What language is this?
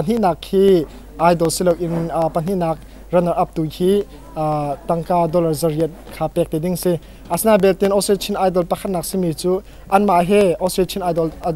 Hakha Chin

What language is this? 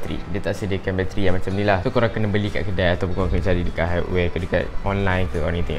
Malay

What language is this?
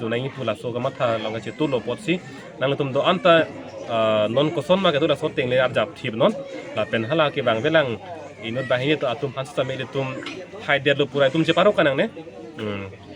Karbi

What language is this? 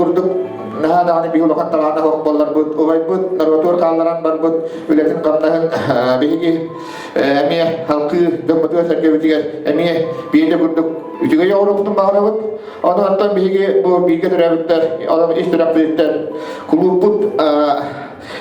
Yakut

